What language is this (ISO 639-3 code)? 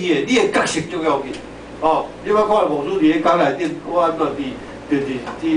nan